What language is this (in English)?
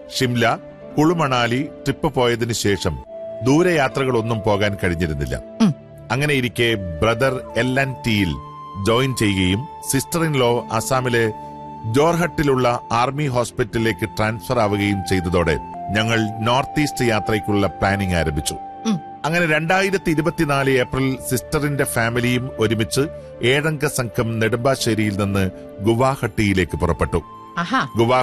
Malayalam